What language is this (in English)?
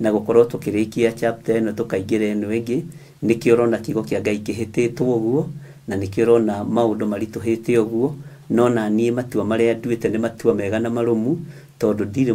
Kikuyu